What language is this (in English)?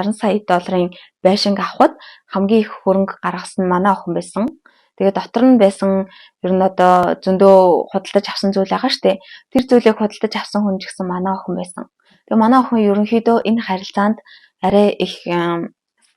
Mongolian